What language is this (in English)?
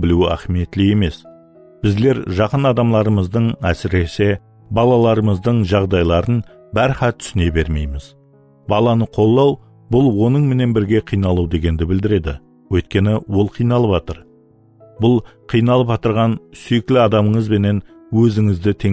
Kara-Kalpak